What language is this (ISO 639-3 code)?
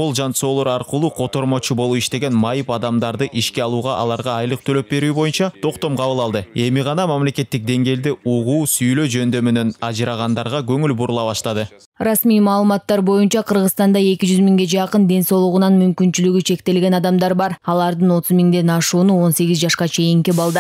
kir